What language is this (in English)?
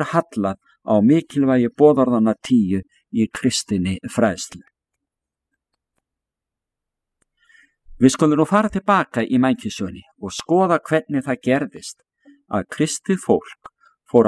Icelandic